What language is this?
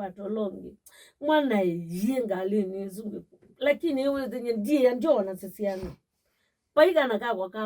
Kamba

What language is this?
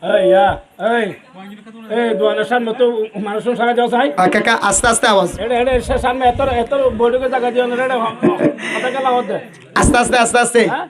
Rohingya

